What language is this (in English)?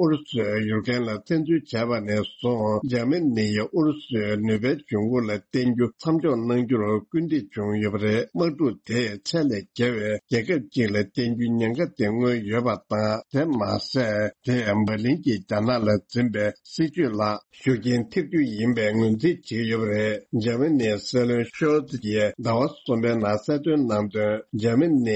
Tibetan